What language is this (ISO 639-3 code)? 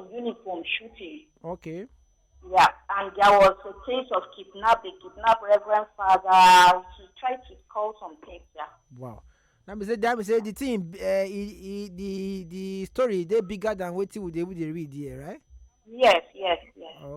pcm